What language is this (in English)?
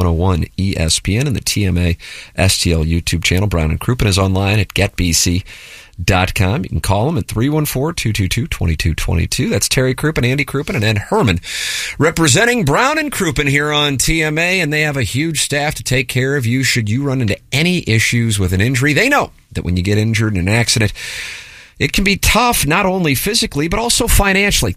English